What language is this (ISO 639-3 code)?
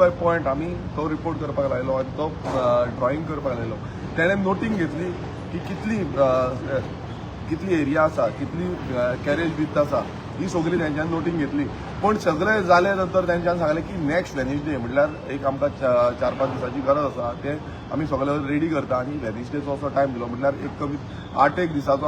kok